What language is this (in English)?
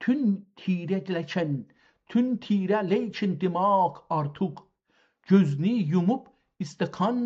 South Azerbaijani